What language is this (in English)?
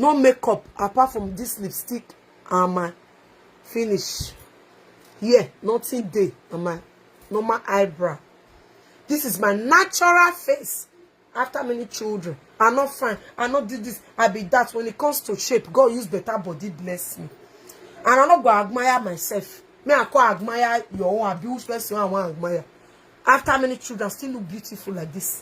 Nigerian Pidgin